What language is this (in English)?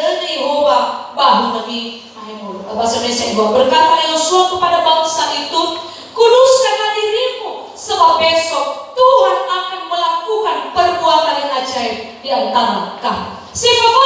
Nias